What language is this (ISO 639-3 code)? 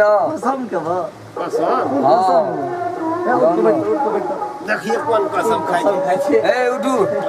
mai